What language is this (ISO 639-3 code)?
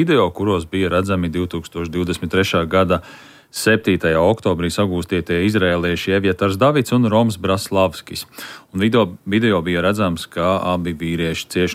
lav